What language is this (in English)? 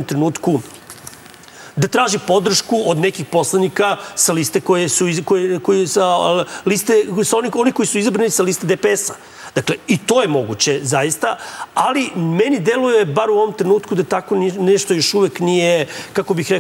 Serbian